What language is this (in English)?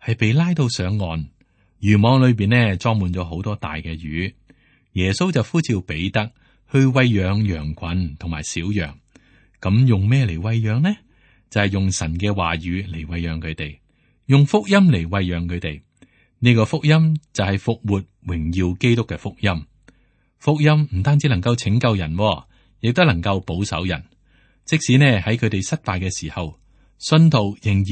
Cantonese